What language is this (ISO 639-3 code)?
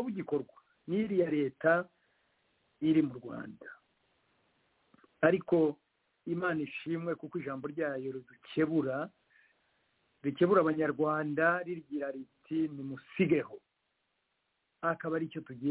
kin